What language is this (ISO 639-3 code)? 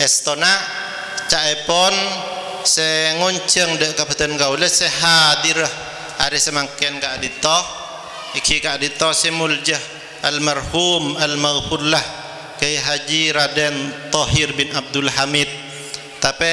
mad